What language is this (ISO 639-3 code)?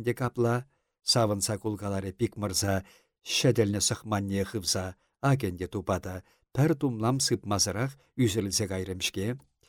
chv